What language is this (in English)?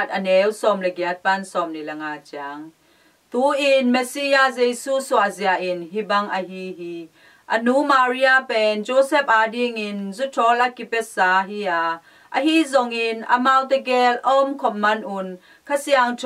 Tedim Chin